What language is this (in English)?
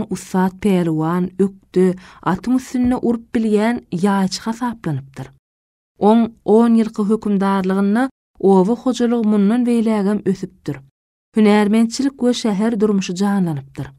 Turkmen